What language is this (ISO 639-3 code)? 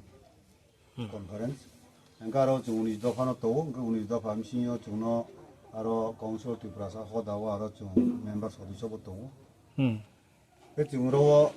ria